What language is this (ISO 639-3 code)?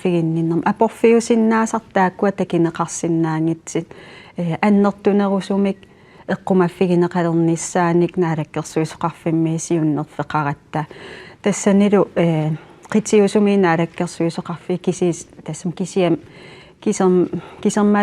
kal